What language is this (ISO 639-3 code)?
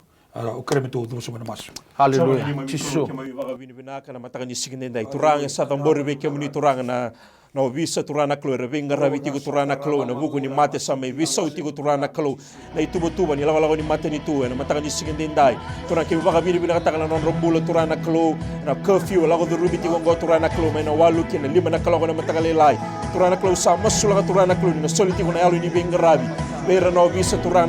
fij